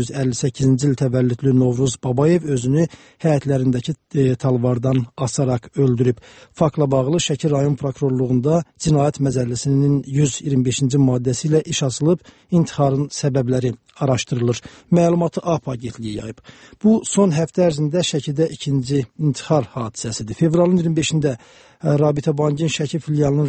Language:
Azerbaijani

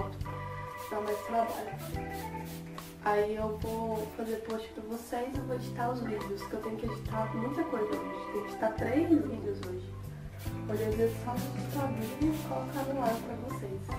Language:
Portuguese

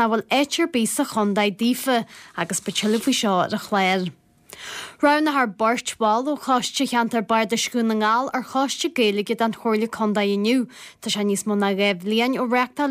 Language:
Irish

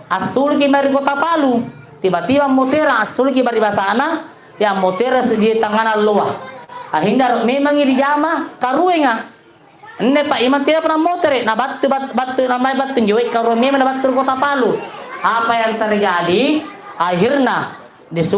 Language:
Makasar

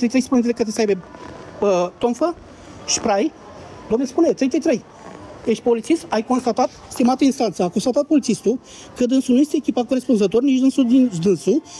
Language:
Romanian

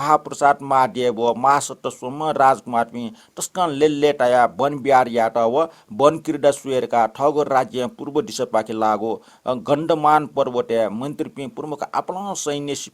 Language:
Newari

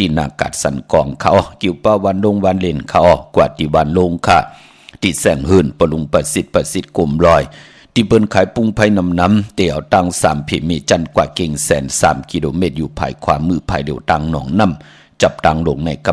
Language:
Shan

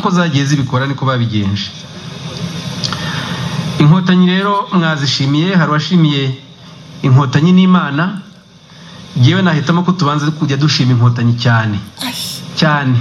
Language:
Kinyarwanda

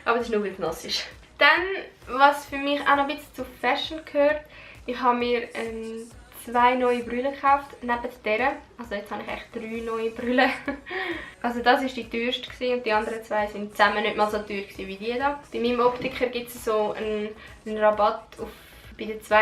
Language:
Swiss German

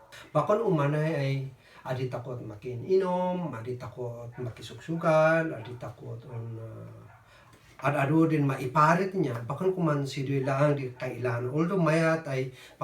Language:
Kankanaey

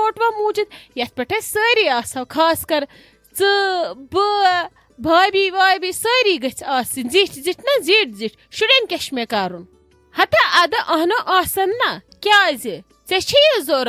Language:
Kashmiri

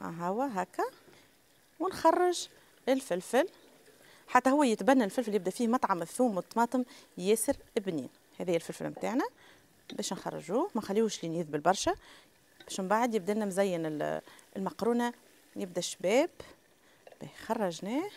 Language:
Tunisian Arabic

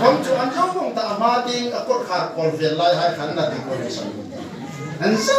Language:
Hmar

